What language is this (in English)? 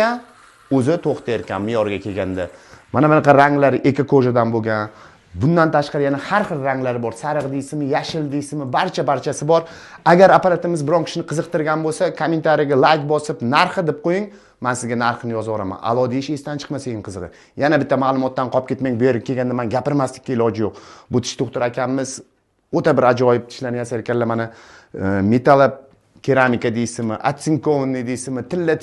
Uzbek